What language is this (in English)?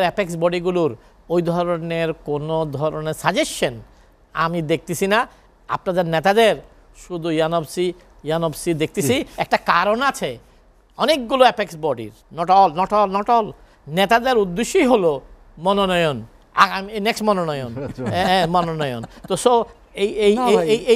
Bangla